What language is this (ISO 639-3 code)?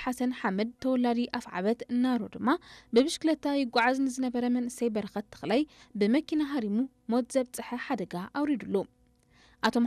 tir